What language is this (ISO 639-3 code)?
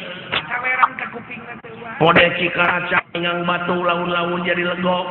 sun